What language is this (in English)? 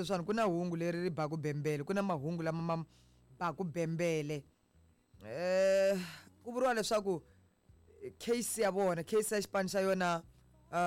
Tsonga